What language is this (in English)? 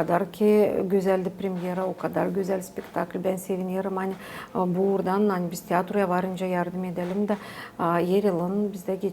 Gagauz